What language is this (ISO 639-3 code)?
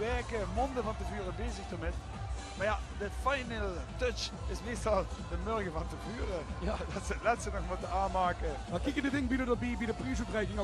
lim